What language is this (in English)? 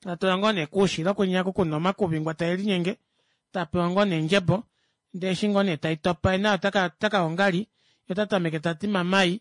Kuanyama